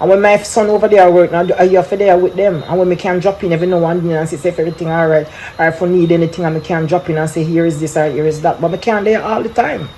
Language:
Jamaican Creole English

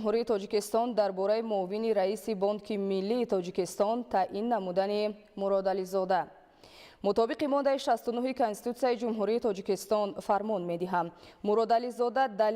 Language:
Tajik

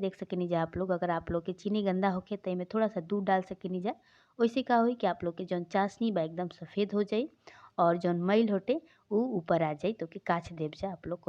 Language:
Bhojpuri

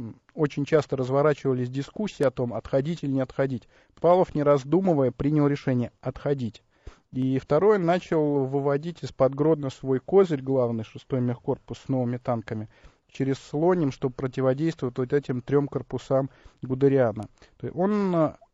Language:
Russian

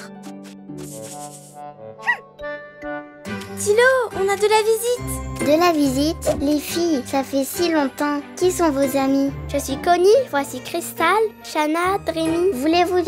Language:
French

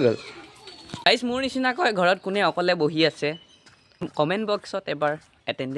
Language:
Assamese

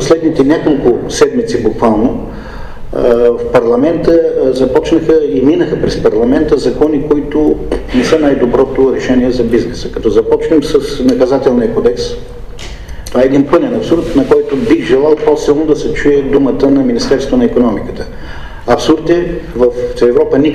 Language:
Bulgarian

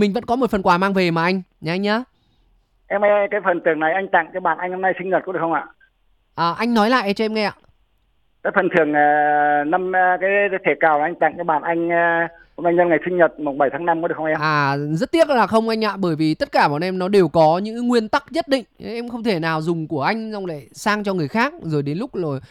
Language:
Vietnamese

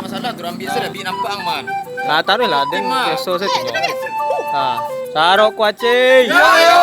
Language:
Minangkabau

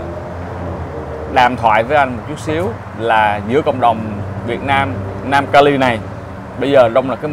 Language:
Vietnamese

